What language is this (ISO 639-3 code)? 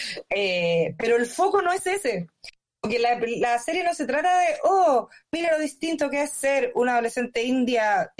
spa